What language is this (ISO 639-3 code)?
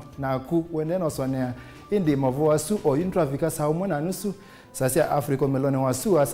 kam